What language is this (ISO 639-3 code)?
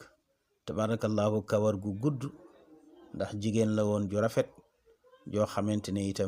wol